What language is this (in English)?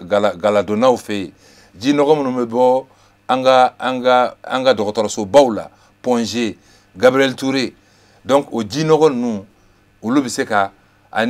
Bambara